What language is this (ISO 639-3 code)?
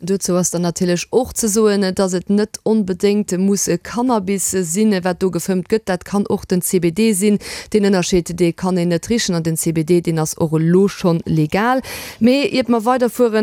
ltz